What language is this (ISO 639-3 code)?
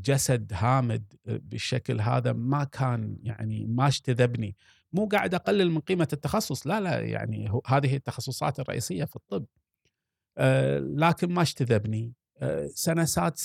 afb